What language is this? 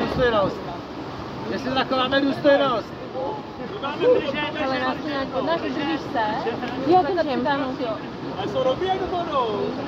Czech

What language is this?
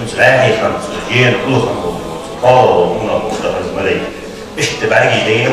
Ingush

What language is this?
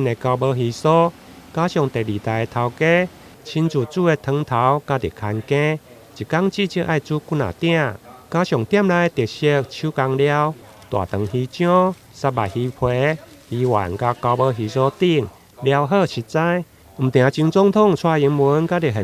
Min Nan Chinese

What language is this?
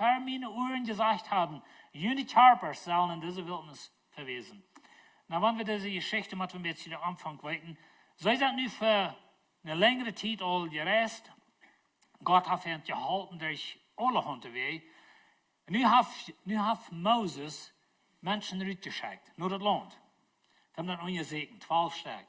Plautdietsch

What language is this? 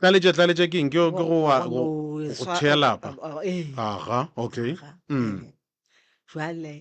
Northern Sotho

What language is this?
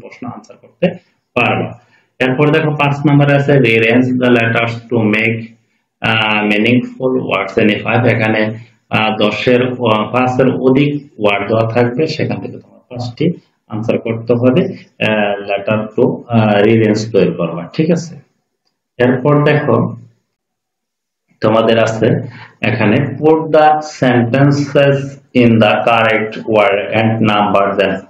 Bangla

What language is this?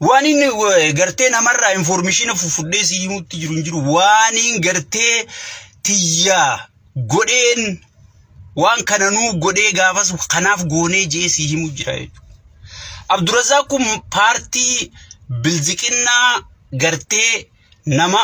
Oromo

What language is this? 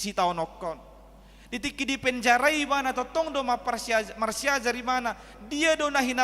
Batak Toba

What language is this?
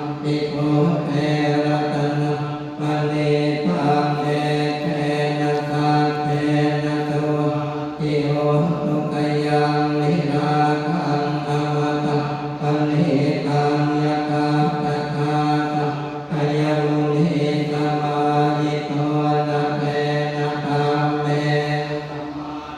Pali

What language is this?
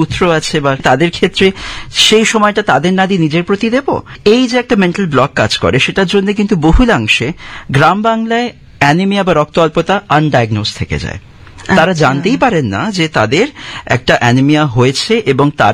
Bangla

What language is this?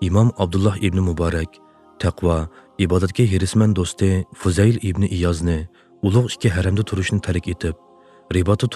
Uyghur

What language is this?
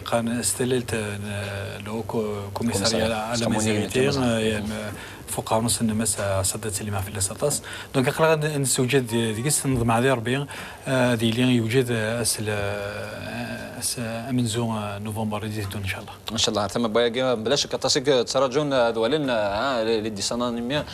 Kabyle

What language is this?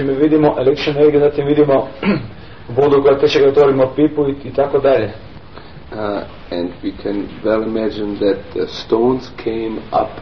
Croatian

